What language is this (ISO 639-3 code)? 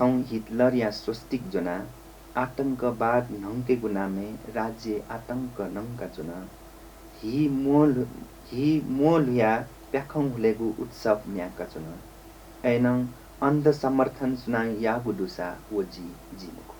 new